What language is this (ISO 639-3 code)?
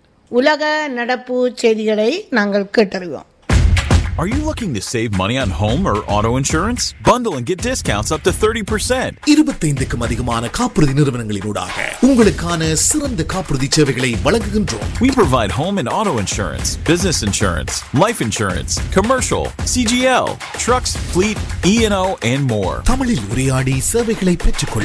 tam